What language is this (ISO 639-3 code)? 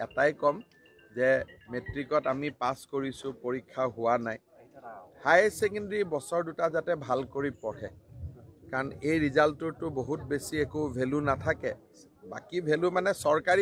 asm